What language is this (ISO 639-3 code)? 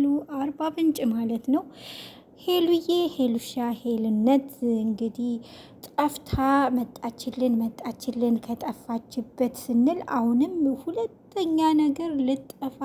amh